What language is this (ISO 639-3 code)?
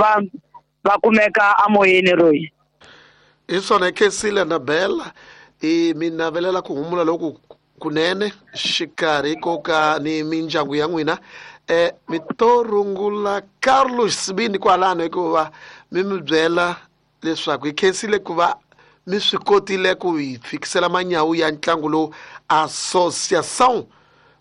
tso